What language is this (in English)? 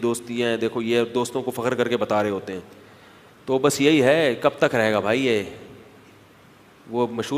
Urdu